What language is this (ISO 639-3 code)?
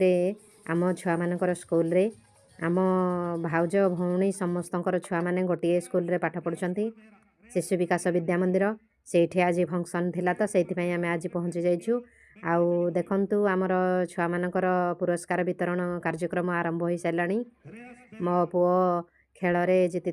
ori